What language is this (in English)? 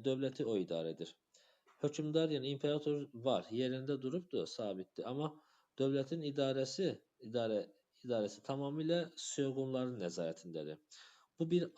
Azerbaijani